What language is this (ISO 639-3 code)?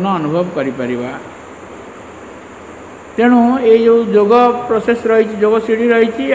ori